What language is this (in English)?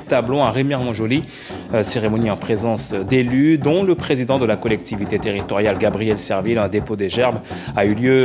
French